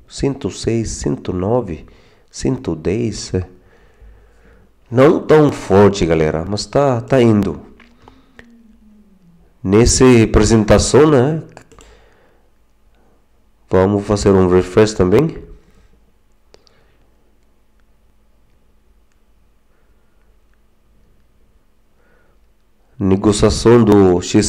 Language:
Portuguese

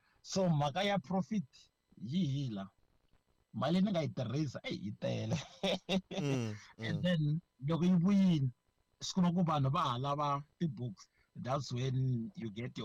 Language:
Tsonga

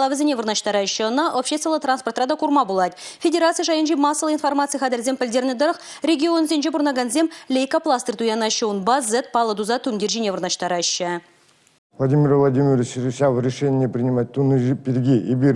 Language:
Chuvash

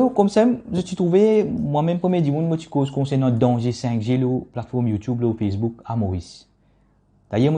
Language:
Morisyen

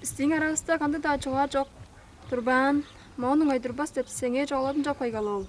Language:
Tuvinian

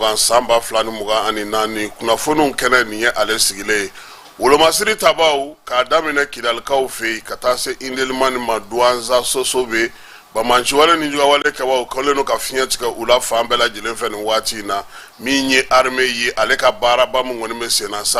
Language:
Bambara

